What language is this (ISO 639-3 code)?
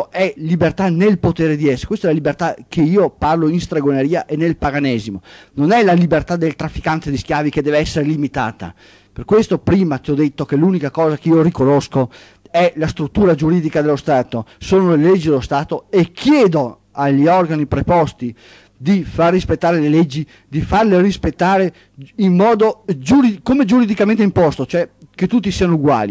ita